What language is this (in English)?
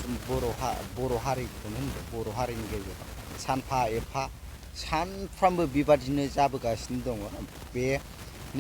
Bodo